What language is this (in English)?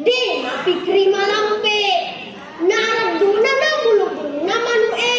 Buginese